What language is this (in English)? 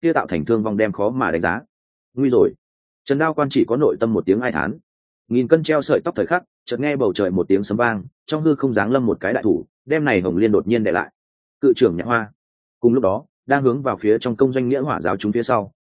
Vietnamese